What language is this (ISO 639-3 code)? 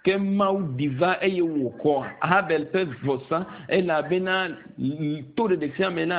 ewe